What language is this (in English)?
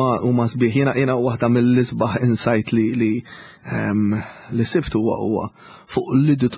Maltese